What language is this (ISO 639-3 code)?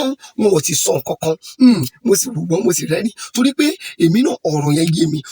yor